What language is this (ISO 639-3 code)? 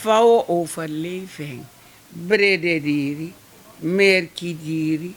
srn